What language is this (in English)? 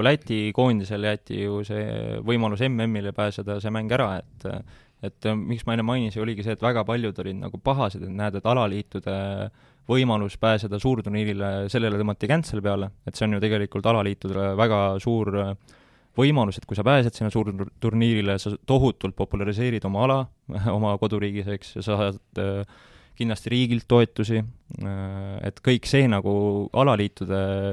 Estonian